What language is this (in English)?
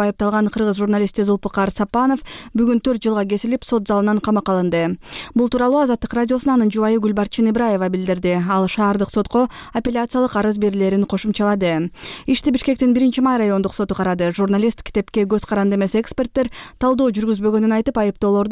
Kyrgyz